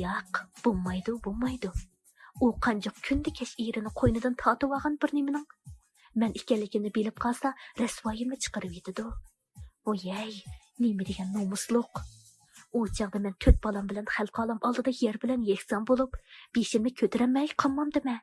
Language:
Uyghur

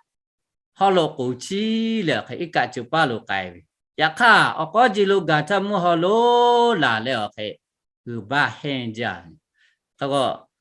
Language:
Lahu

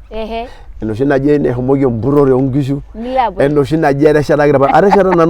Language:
Masai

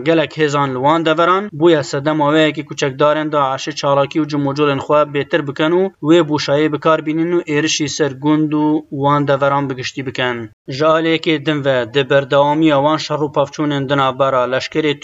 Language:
Kurdish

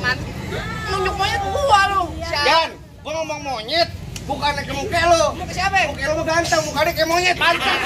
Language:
Betawi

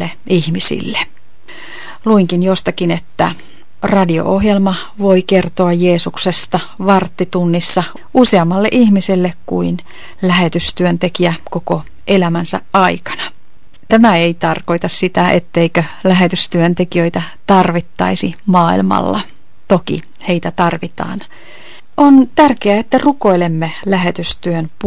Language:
Finnish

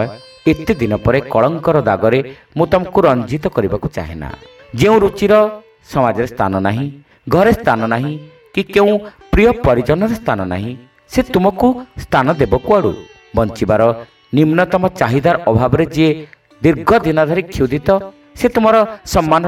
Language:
Odia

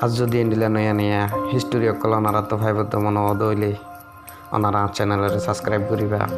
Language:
Rohingya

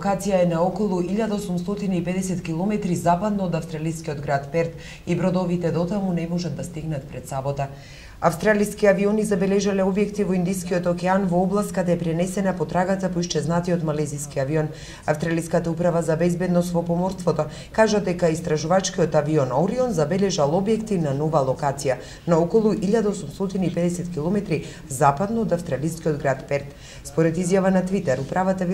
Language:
Macedonian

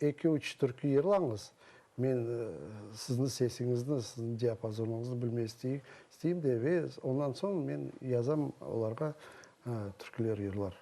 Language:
Crimean Tatar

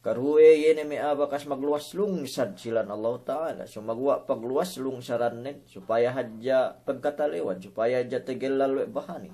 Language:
Yakan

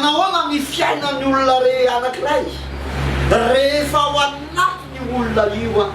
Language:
Malagasy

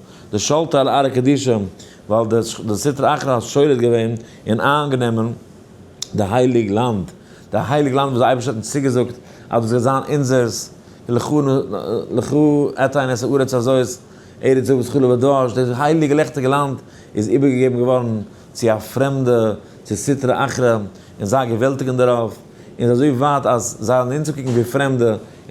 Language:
Yiddish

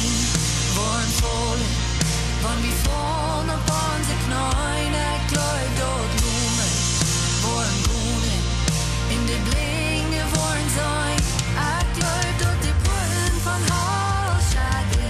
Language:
Plautdietsch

